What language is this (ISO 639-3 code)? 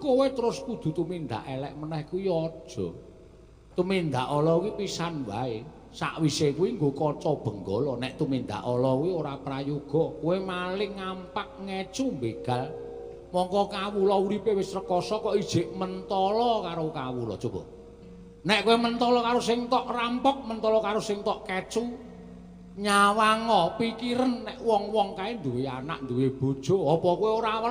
jav